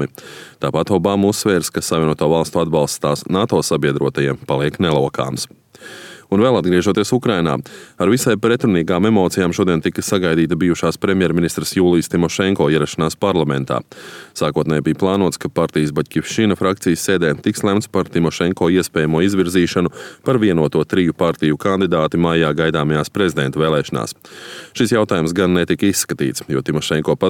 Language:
Latvian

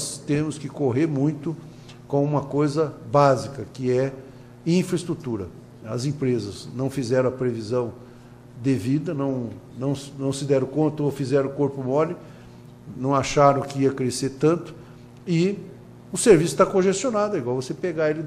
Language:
Portuguese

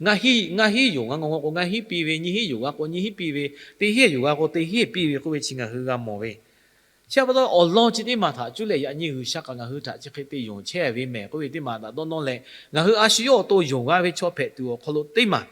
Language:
Lahu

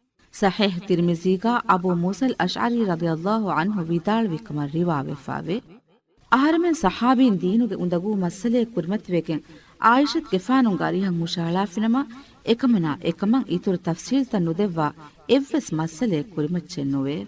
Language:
Divehi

